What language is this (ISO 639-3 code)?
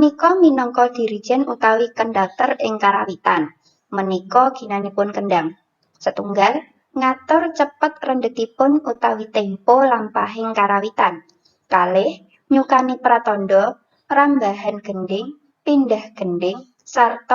jav